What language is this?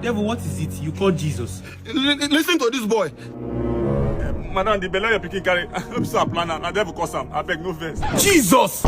Nigerian Pidgin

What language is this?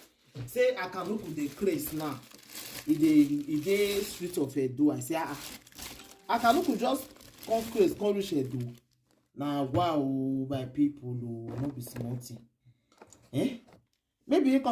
Nigerian Pidgin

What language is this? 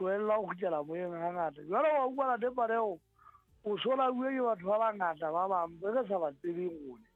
Southern Sotho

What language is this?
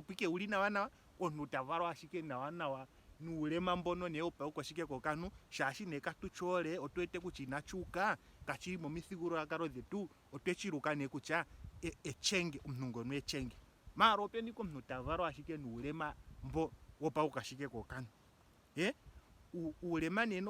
Ndonga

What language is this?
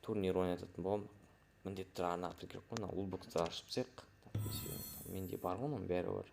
Kazakh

